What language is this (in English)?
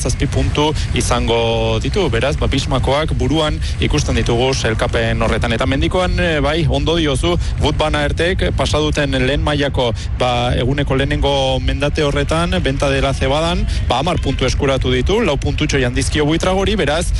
Basque